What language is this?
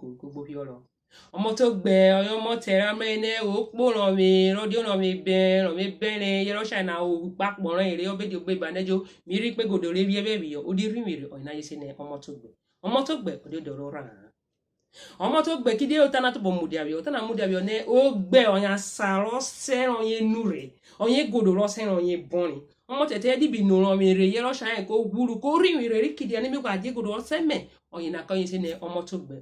Urhobo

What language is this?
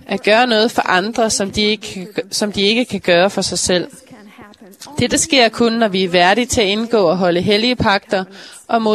Danish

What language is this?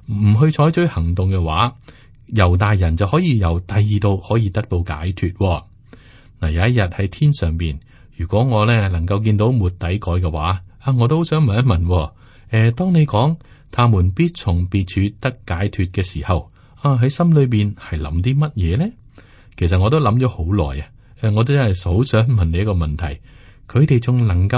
Cantonese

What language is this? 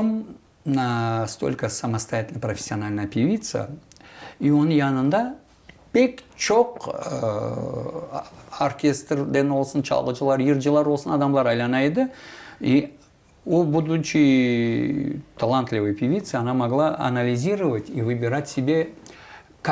Crimean Tatar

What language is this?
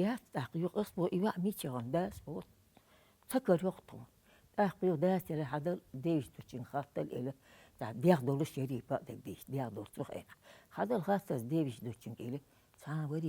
Chechen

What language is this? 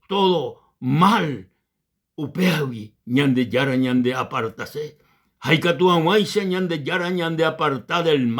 Guarani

